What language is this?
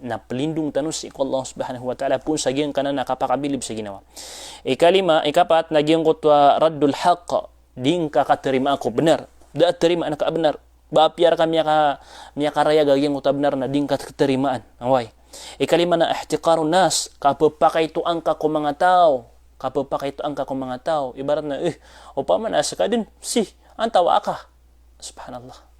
Maranao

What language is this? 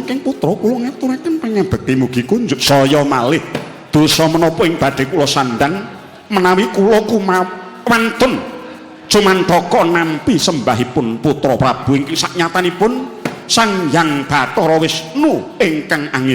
Javanese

